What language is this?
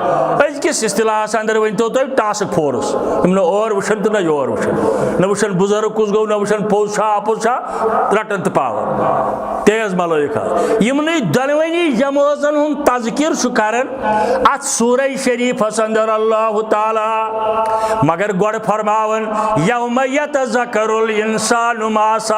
Kashmiri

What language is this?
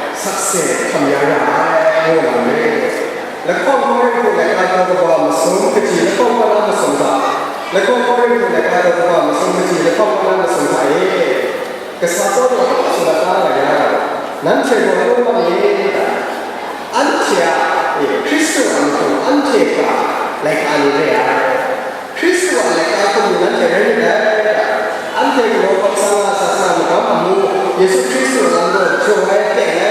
Kachin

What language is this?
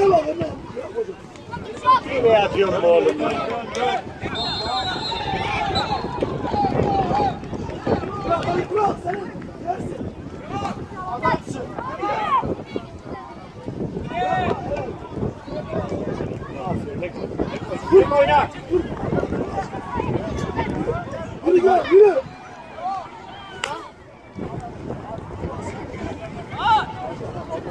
Turkish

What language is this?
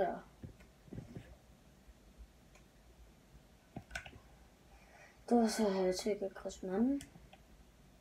Danish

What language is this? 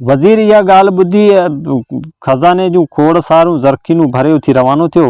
Sindhi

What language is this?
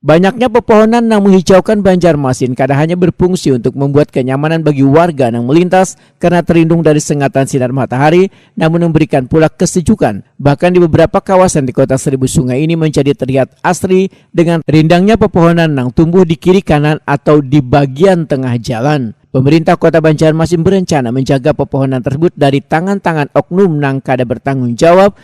Banjar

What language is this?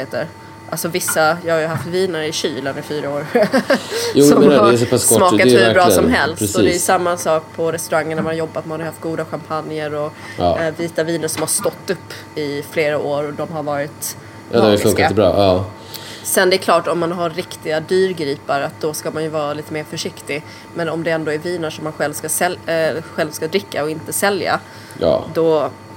Swedish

